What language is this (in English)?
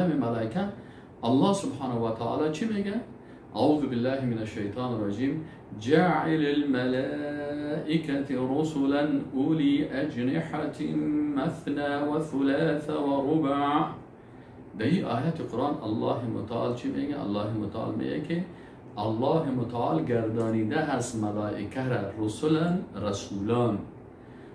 Persian